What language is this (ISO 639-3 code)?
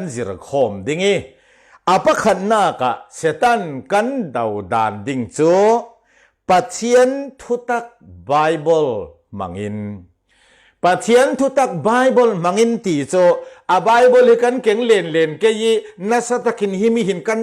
cfm